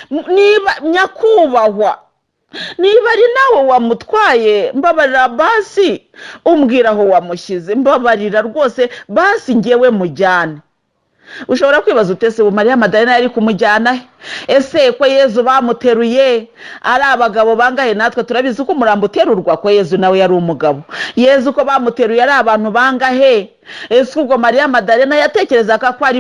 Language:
Kinyarwanda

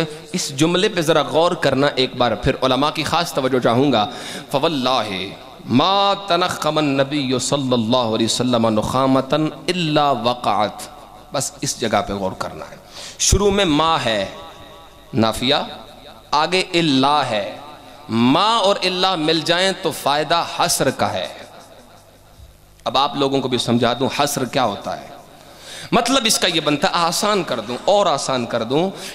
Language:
Urdu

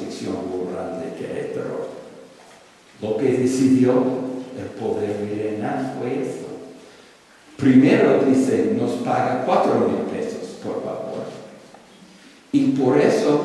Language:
Spanish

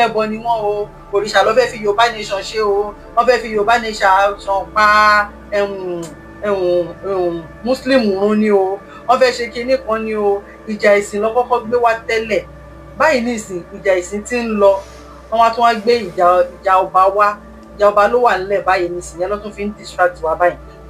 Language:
Yoruba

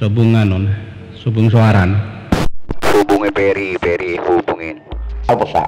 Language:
Madurese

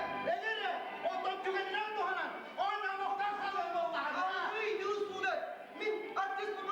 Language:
Yakut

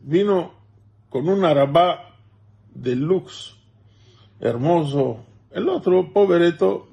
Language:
Ladino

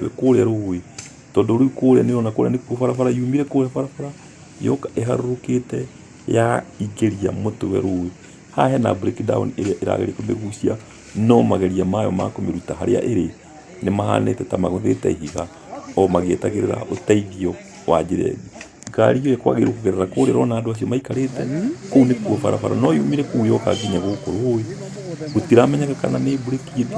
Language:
Kikuyu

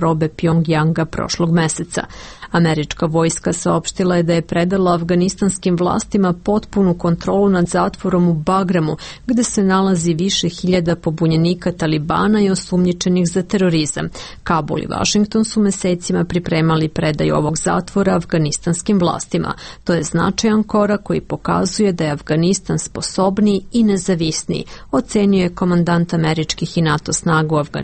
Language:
Serbian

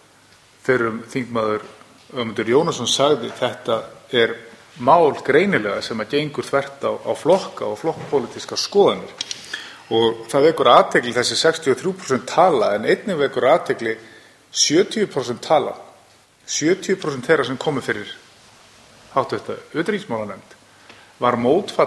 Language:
Icelandic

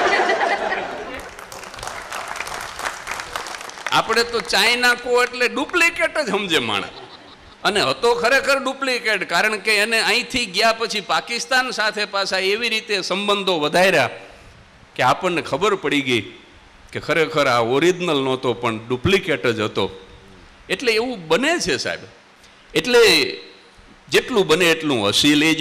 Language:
Gujarati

